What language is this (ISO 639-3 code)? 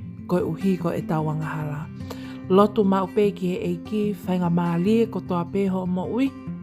ton